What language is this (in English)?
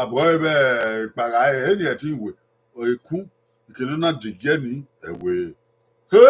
Bini